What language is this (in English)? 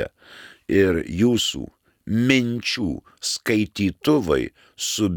Lithuanian